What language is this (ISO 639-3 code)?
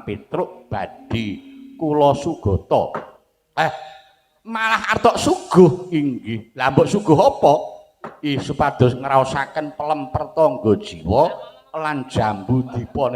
jav